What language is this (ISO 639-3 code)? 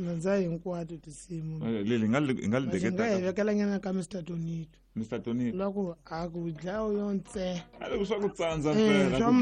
tso